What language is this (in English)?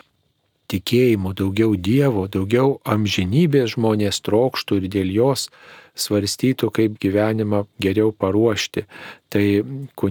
Lithuanian